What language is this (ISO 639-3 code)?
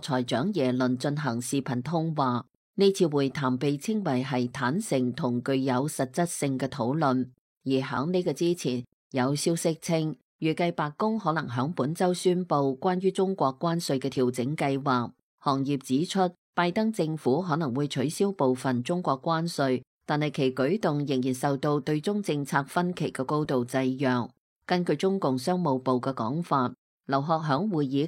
yue